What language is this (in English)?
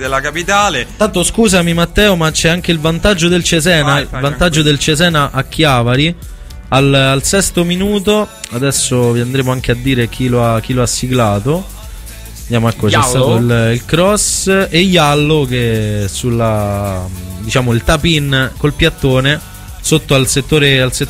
Italian